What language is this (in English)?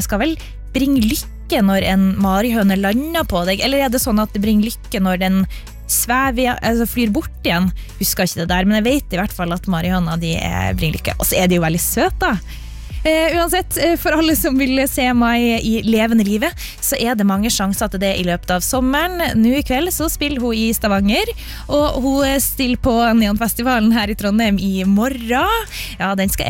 Norwegian